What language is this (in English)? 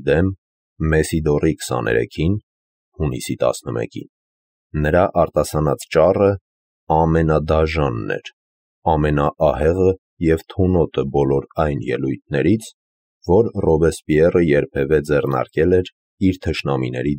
Armenian